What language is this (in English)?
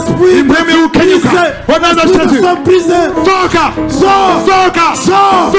Kinyarwanda